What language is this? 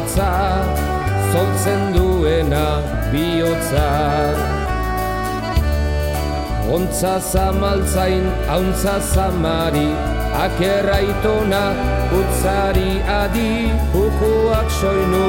Basque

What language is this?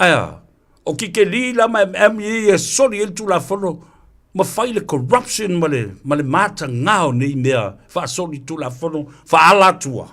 Samoan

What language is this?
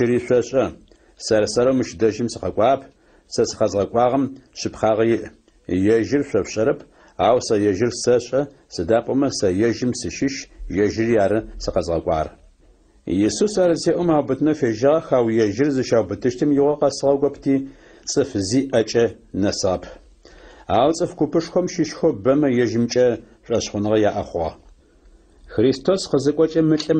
Adyghe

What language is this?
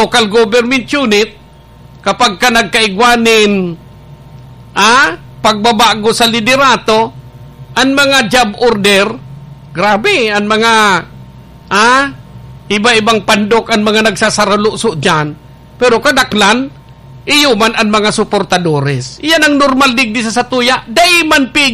Bikol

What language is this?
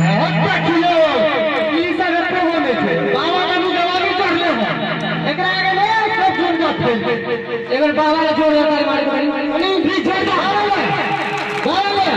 Maithili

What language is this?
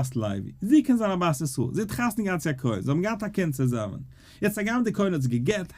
Yiddish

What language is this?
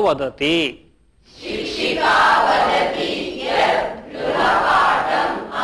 Sanskrit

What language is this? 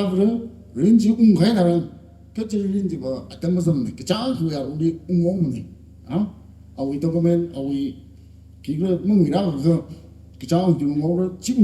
Tangkhul Naga (India)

